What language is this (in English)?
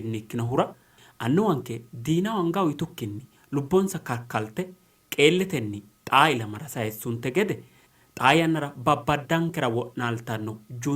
Sidamo